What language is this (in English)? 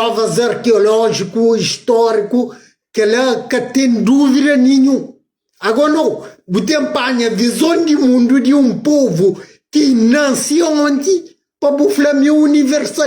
Kabuverdianu